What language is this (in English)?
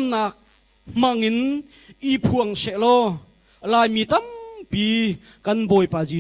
Hakha Chin